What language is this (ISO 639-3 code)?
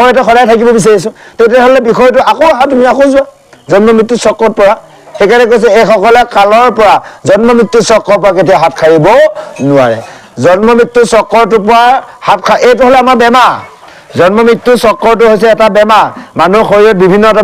asm